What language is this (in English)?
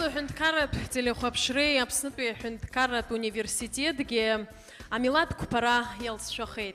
Abkhazian